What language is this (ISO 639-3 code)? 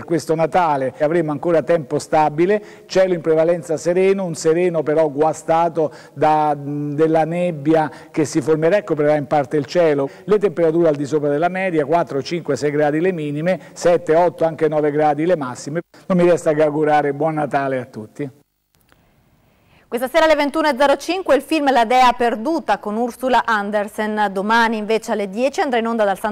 ita